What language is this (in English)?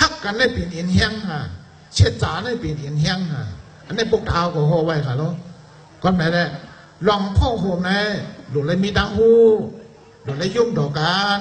Shan